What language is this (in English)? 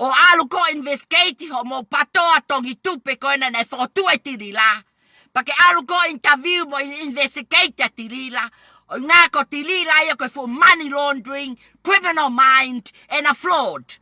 Tongan